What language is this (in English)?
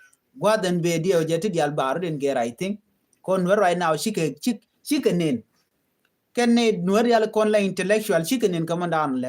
Nuer